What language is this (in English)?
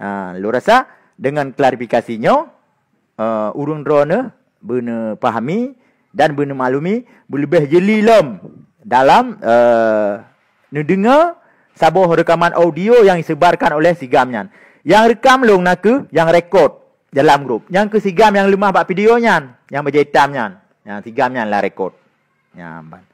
Achinese